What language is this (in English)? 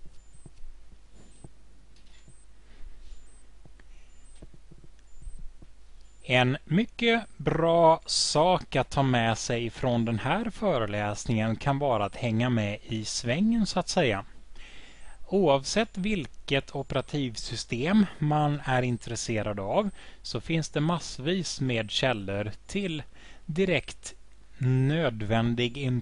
Swedish